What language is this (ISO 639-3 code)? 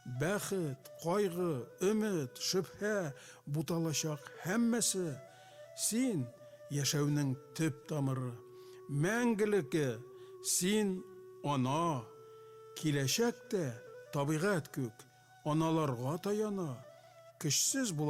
tat